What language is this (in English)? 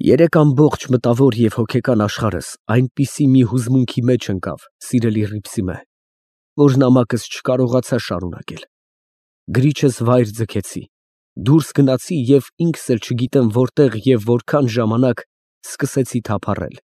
Armenian